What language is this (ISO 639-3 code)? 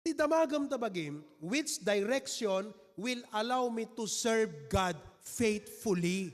ilo